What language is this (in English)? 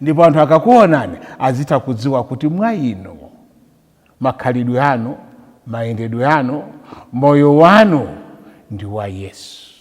Nyanja